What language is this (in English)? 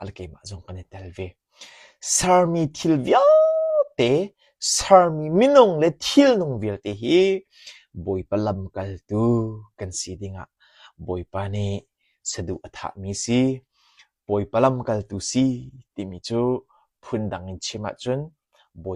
Hakha Chin